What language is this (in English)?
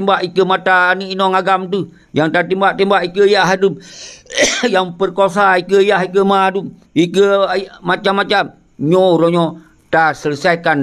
Achinese